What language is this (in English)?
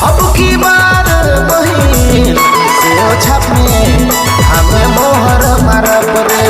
Sadri